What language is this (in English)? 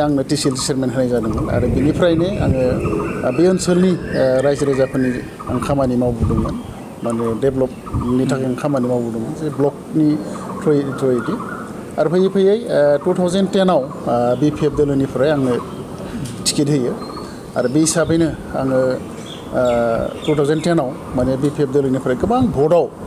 Bodo